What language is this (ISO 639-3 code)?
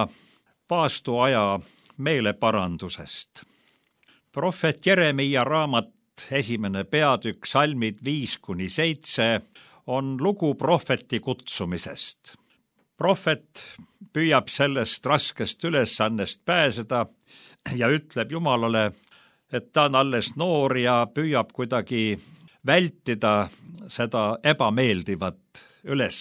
est